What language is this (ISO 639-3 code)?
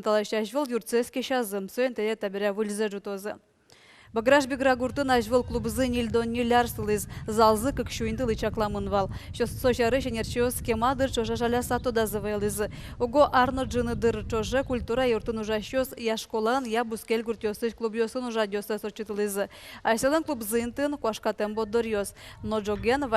udm